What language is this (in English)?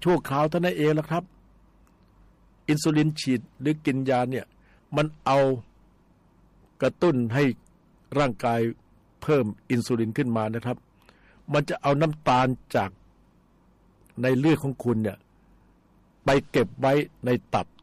Thai